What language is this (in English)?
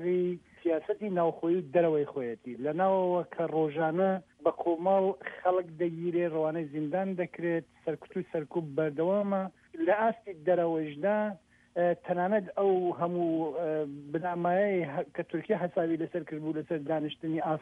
Central Kurdish